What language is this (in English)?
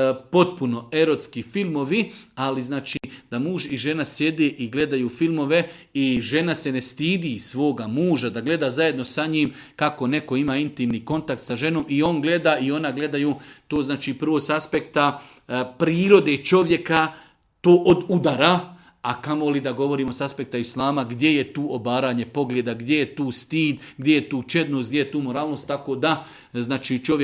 Serbian